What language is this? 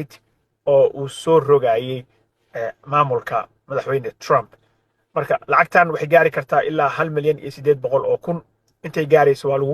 Somali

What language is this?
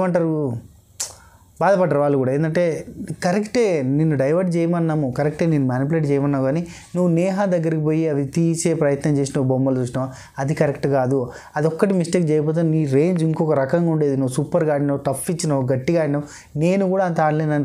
Telugu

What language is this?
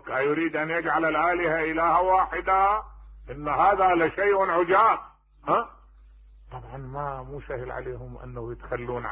Mesopotamian Arabic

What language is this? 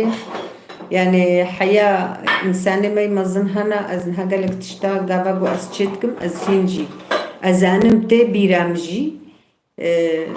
Kurdish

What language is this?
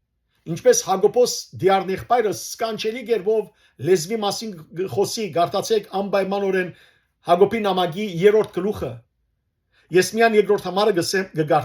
Western Armenian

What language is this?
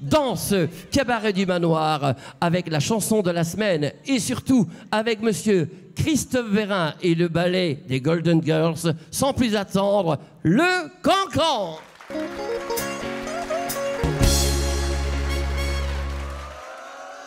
French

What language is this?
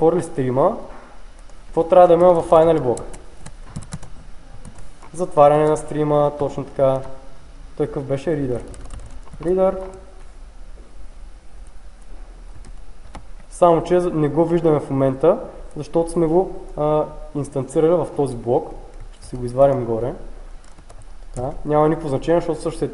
Bulgarian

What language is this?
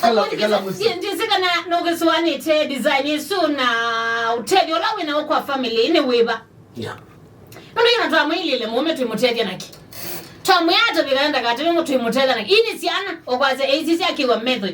Kamba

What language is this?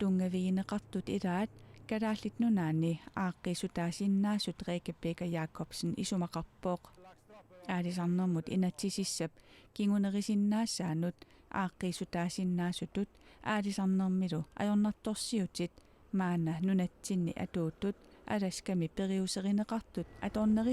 Kalaallisut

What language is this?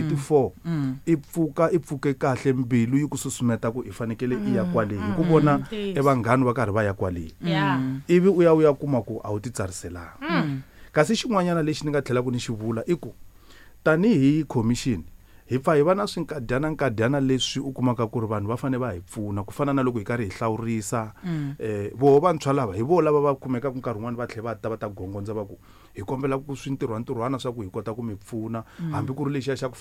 Tsonga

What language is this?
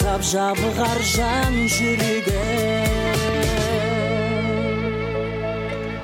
Kazakh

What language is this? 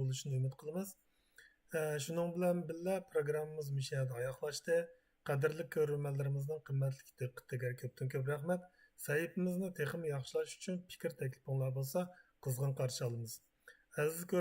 Uyghur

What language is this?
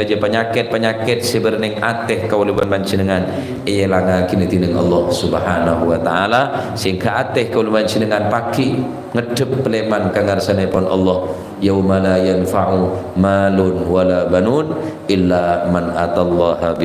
Madurese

